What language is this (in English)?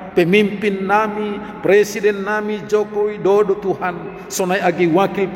Batak Simalungun